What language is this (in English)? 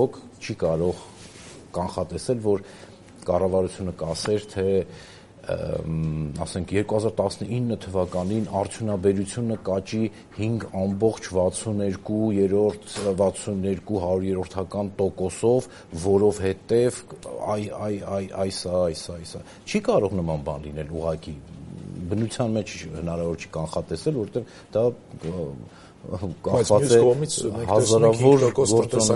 Armenian